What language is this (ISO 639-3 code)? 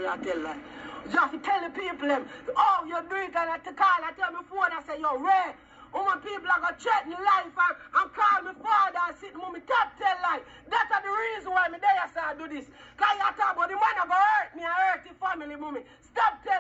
jam